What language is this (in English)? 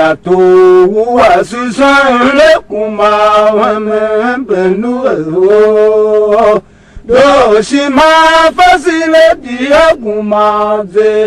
Tiv